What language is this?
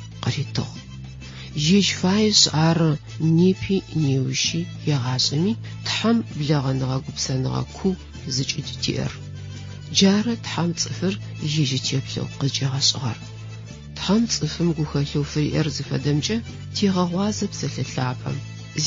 Adyghe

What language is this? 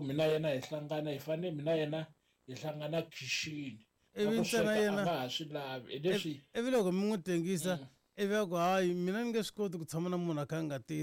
Tsonga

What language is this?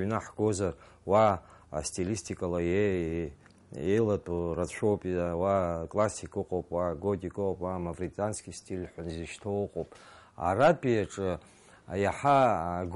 Abkhazian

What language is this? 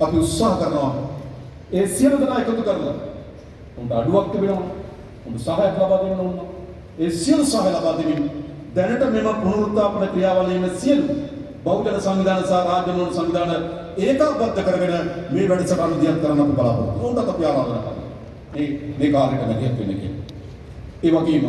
Sinhala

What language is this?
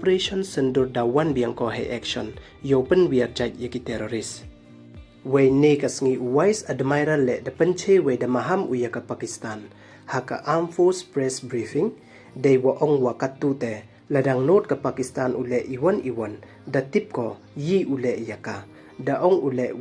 Pnar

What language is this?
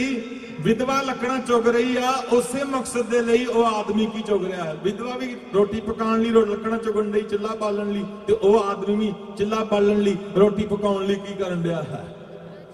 Punjabi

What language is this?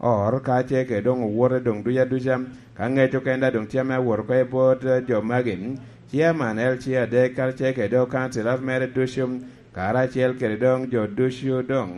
Lango (Uganda)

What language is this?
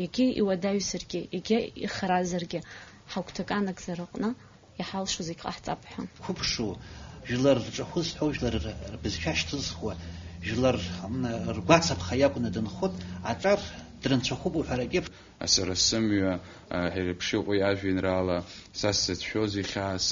Abkhazian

